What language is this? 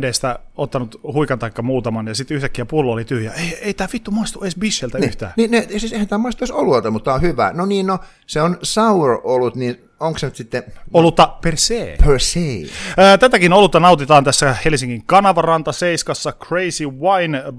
Finnish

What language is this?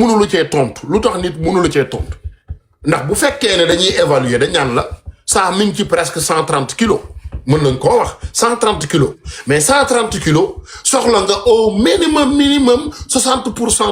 Wolof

